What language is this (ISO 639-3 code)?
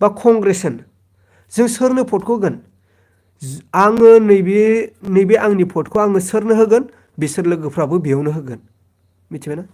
brx